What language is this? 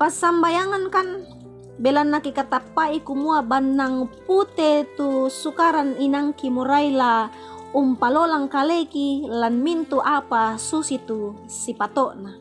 Toraja-Sa'dan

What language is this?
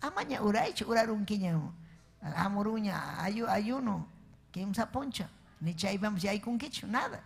Ayacucho Quechua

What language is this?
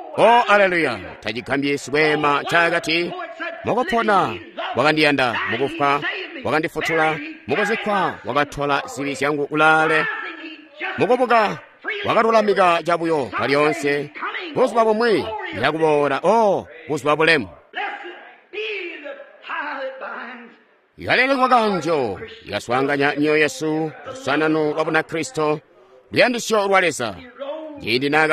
Tonga (Zambia)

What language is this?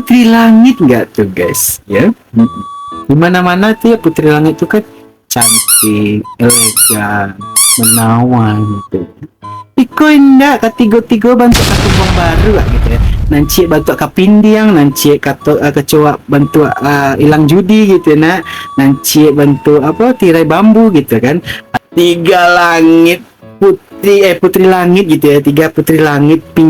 Minangkabau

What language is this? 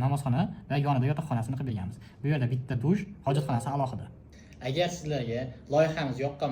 Uzbek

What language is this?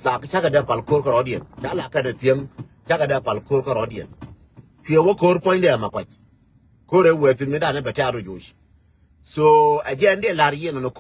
Nuer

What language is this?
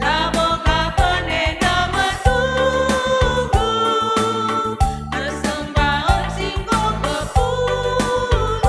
Batak Karo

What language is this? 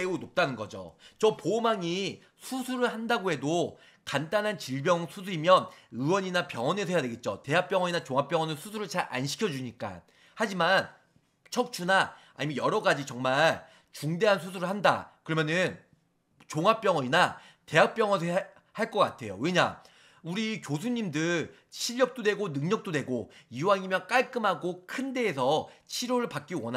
Korean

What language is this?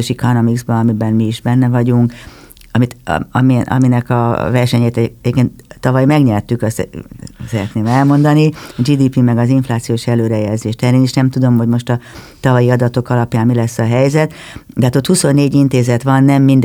Hungarian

